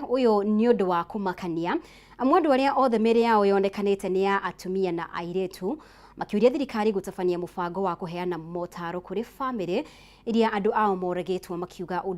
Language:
Kikuyu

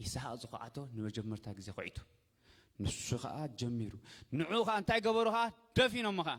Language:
Tigrinya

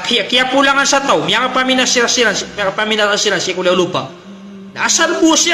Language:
Maranao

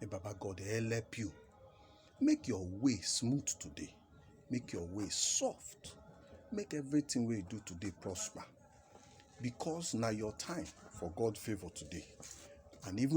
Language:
Nigerian Pidgin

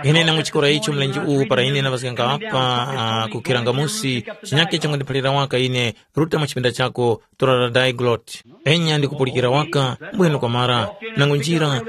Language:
Tumbuka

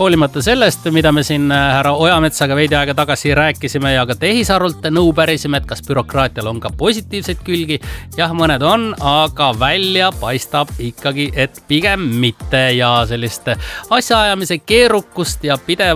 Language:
Estonian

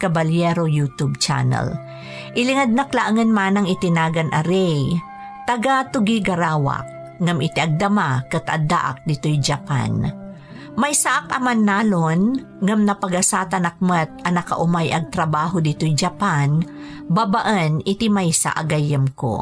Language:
Iloko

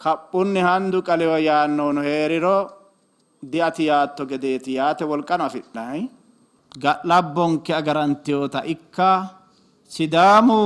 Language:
Sidamo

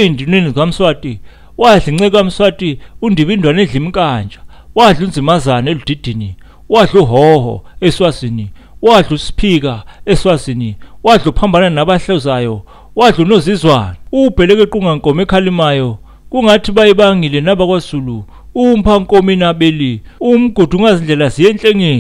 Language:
Zulu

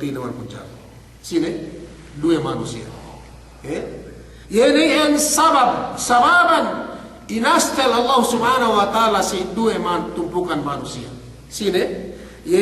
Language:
Yakan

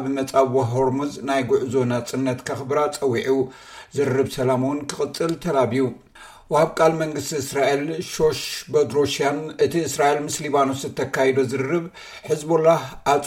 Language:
Tigrinya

